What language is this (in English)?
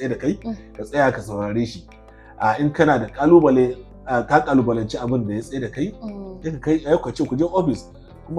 Hausa